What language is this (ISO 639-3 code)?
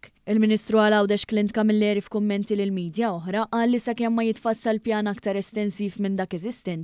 mlt